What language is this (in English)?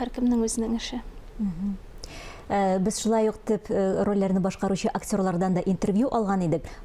Tatar